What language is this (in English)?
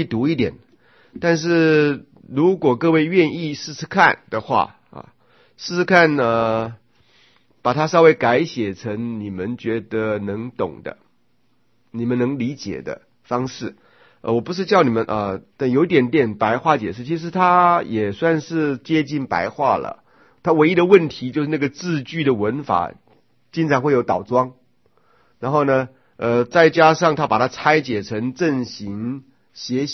Chinese